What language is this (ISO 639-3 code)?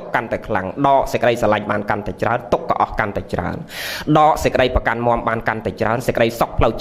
khm